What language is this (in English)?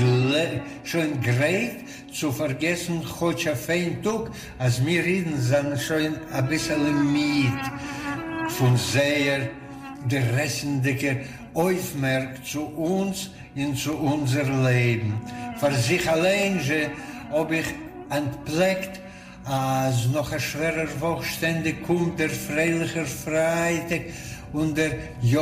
Yiddish